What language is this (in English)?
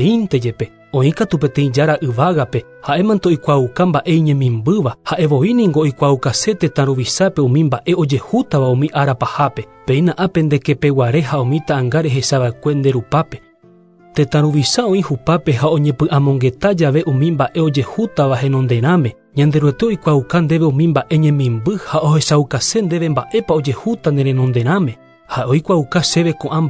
Guarani